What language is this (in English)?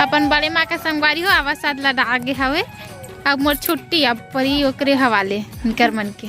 Chhattisgarhi